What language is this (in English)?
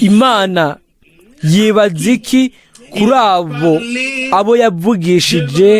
Rundi